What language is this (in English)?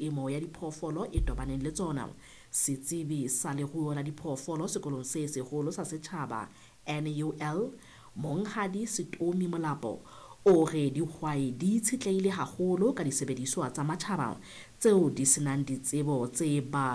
Southern Sotho